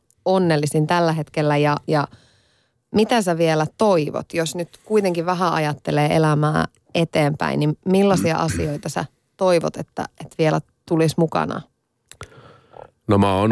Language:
Finnish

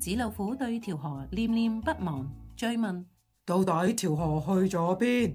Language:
Cantonese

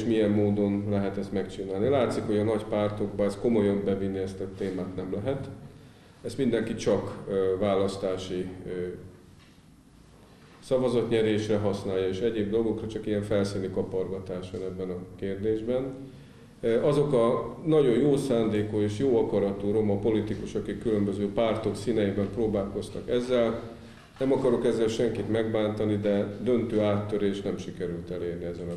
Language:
Hungarian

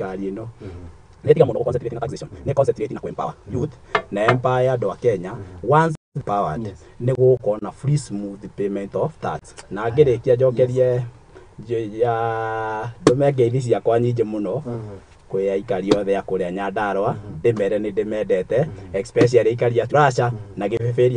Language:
Kikuyu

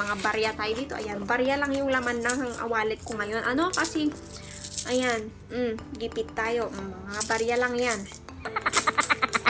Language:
Filipino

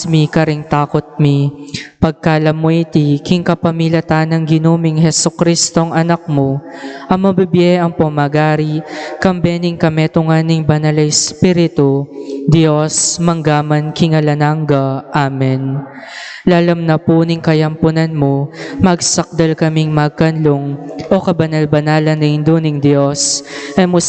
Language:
Pampanga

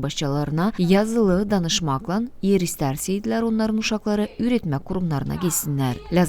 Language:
Gagauz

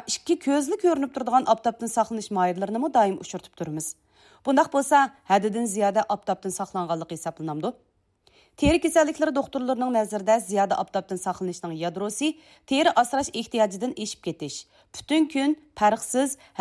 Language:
Uyghur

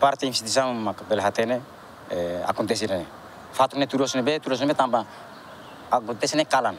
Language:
Tetum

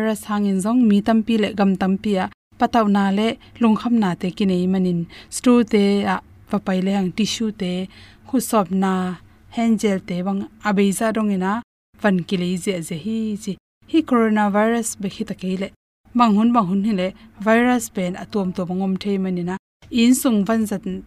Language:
Tedim Chin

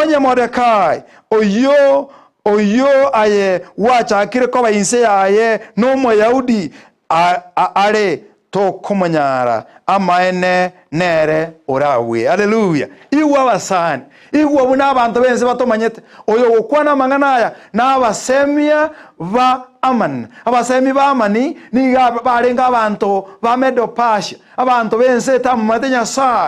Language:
Gusii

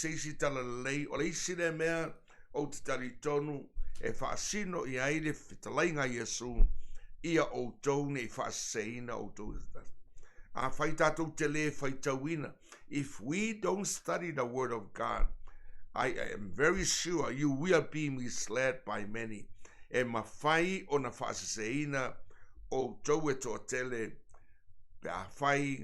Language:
Samoan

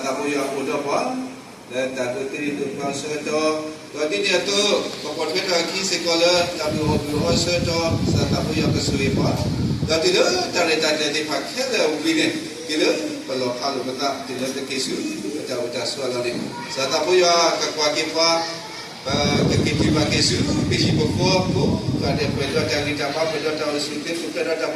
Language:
S'gaw Karen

